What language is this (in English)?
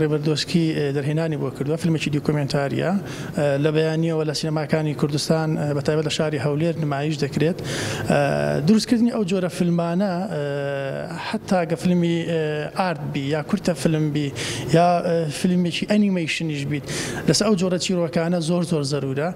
Central Kurdish